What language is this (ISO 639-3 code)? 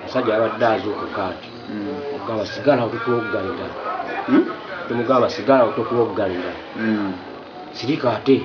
lug